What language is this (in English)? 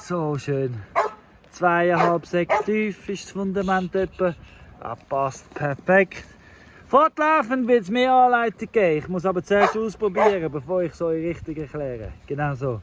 Swiss German